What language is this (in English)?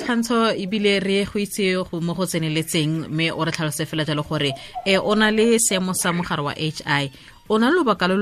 Tswana